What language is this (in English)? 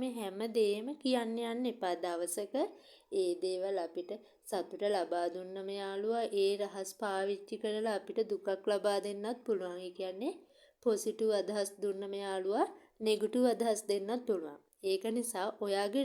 Sinhala